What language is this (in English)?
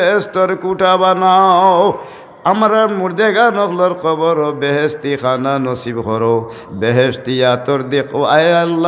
Sylheti